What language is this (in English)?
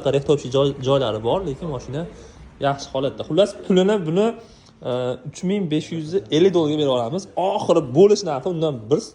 Uzbek